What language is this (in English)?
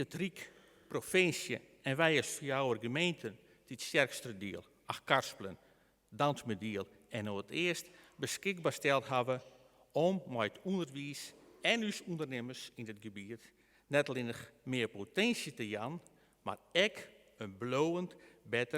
Western Frisian